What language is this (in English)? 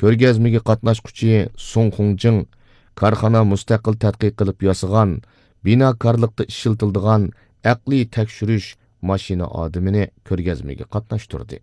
Uyghur